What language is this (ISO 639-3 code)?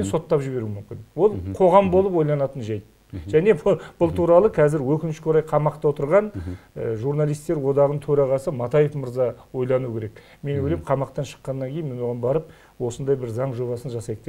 kaz